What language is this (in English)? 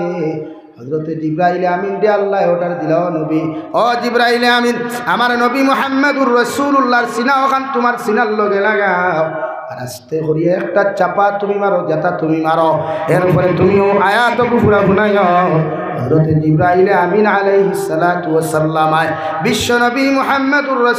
Sylheti